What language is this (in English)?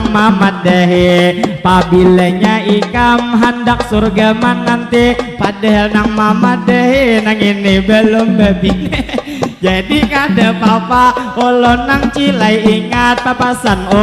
Banjar